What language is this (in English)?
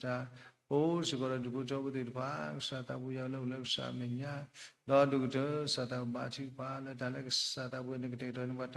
S'gaw Karen